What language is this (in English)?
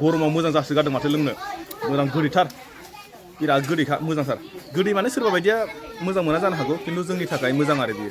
Bodo